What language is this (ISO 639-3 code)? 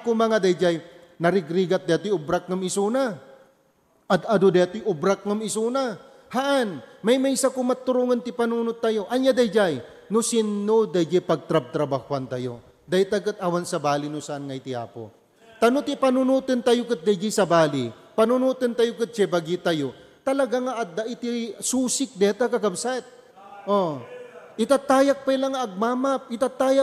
ilo